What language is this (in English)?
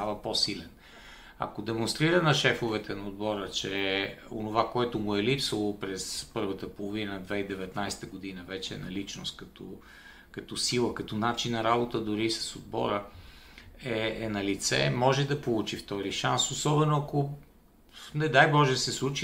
Bulgarian